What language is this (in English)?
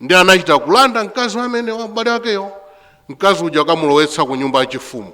Nyanja